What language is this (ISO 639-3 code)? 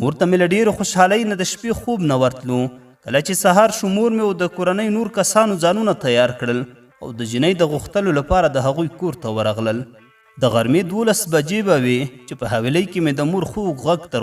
pus